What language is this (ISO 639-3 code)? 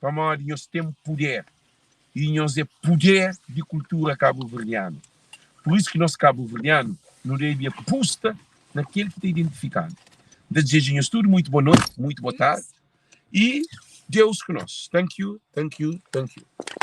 kea